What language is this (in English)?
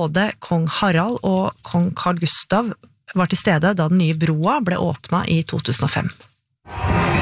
Norwegian